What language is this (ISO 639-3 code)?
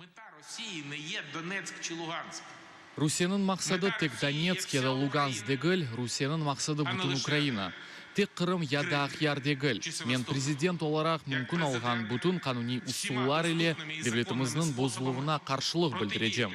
crh